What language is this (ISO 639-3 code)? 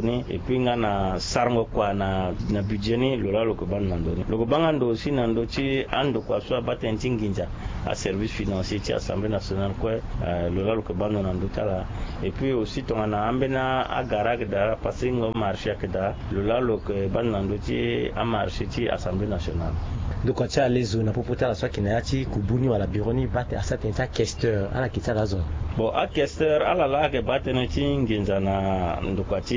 sag